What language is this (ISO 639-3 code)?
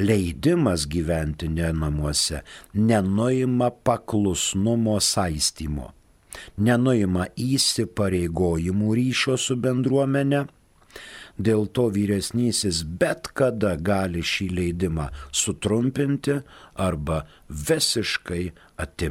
lit